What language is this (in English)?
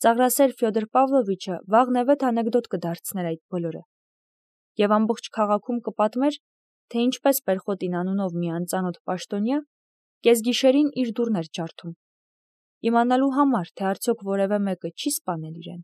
Armenian